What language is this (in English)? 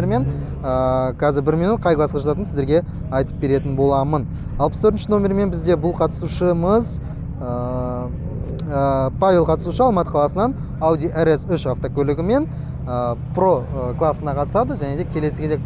Kazakh